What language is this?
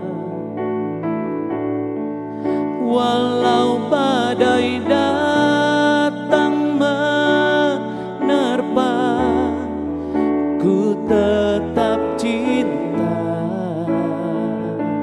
Indonesian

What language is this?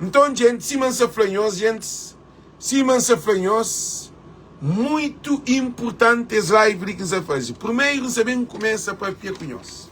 Kabuverdianu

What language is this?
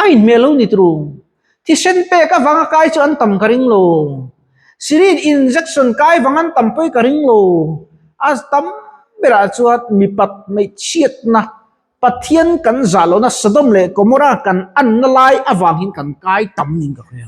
Mizo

